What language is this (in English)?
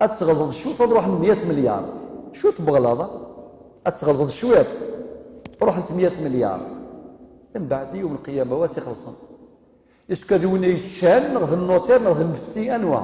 Kabyle